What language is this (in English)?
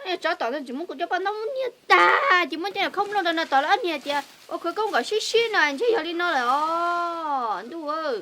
Hmong